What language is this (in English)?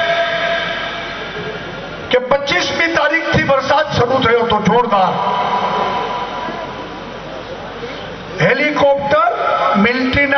Gujarati